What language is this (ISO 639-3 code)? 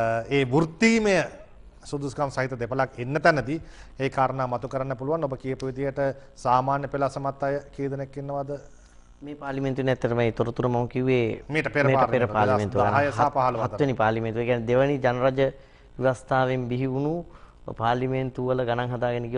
sin